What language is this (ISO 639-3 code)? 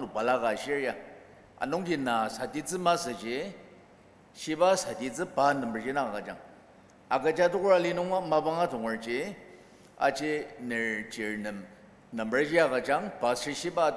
njo